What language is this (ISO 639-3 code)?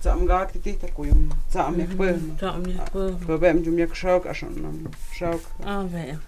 mto